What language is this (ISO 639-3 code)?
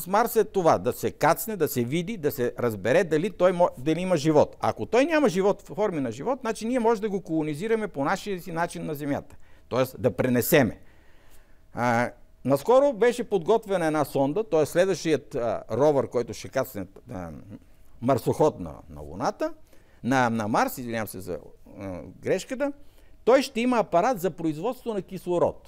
bul